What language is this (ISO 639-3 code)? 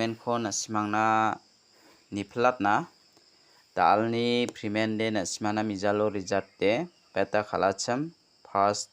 grt